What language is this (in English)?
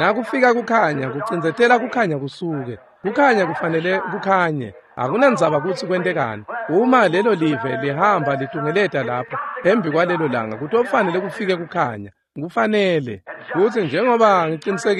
Swati